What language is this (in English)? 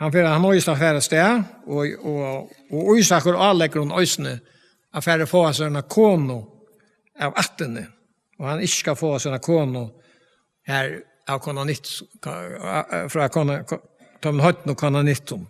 Faroese